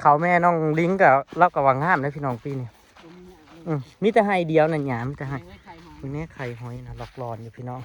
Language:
Northeastern Thai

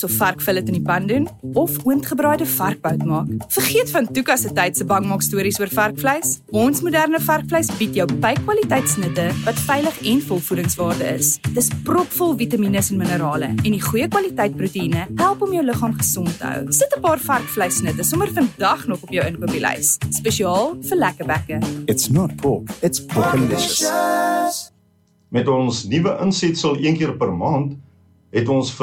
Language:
Afrikaans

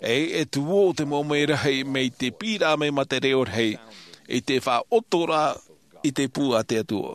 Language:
Tahitian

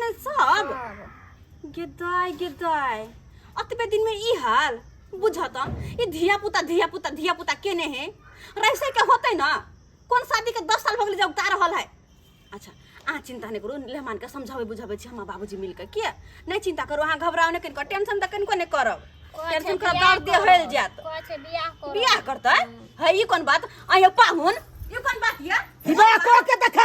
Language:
Maithili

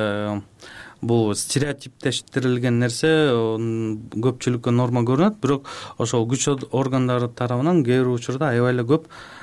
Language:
Kyrgyz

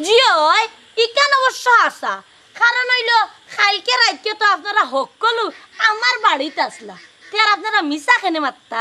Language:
Sylheti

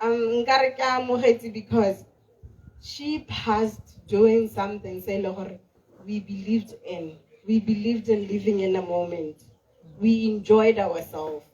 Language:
Tswana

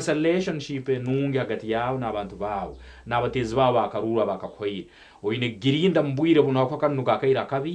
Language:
Nyankole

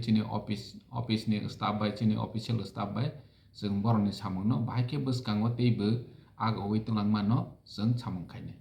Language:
Kok Borok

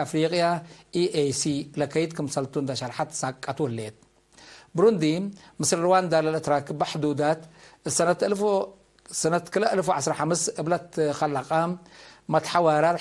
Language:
Tigre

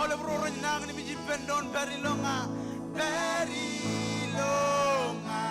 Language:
Marshallese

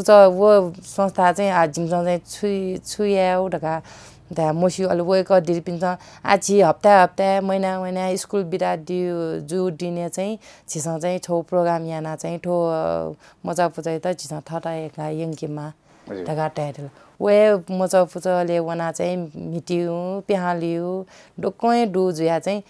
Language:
Newari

